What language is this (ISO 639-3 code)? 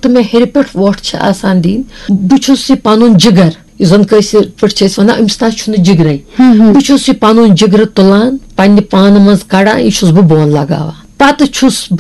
kas